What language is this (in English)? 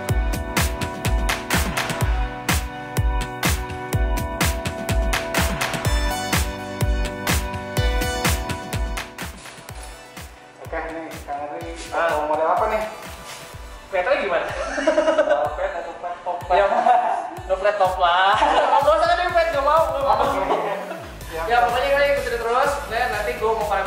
Indonesian